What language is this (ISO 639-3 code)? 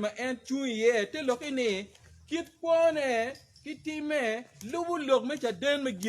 ach